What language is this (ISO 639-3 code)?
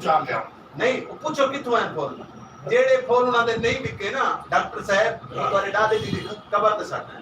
skr